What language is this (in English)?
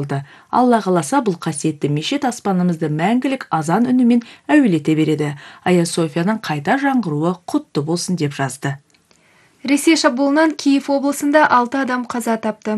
Kazakh